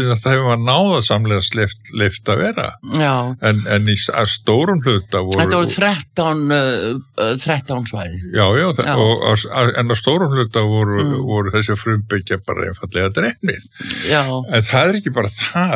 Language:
Icelandic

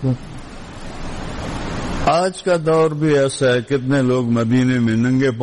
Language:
Urdu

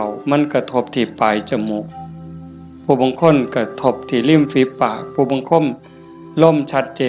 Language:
Northeastern Thai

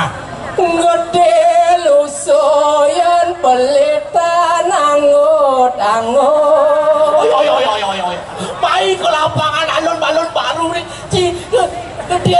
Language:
Balinese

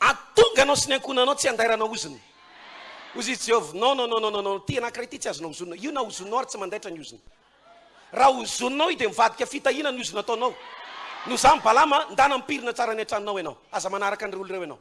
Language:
Malagasy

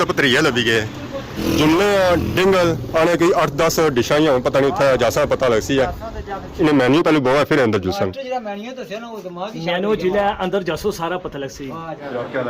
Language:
Pahari-Potwari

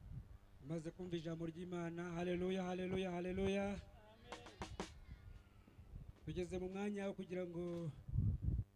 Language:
Kinyarwanda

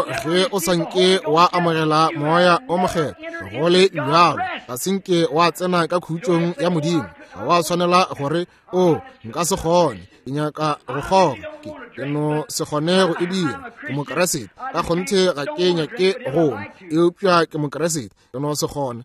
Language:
Northern Sotho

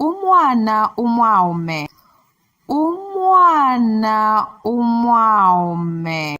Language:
Bemba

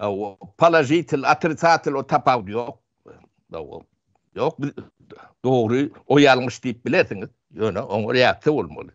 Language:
Turkmen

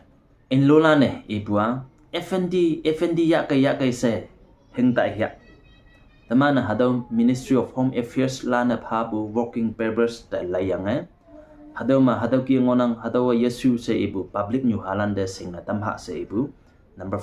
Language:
Konyak Naga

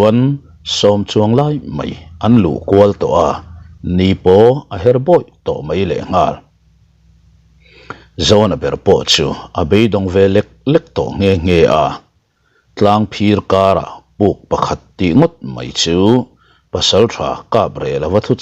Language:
Mizo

